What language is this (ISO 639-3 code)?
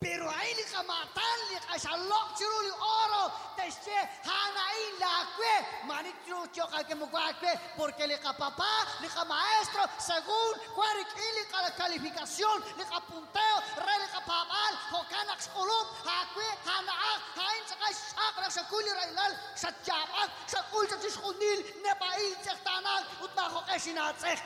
kek